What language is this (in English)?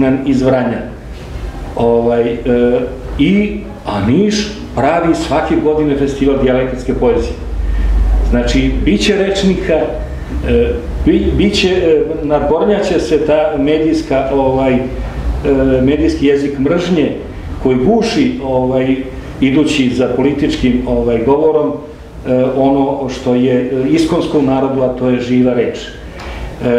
Serbian